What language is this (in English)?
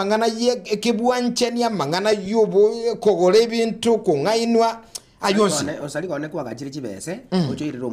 Gusii